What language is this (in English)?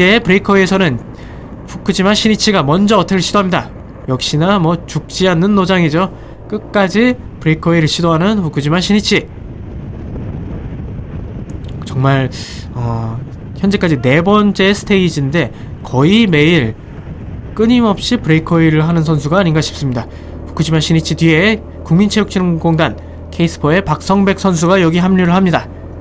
Korean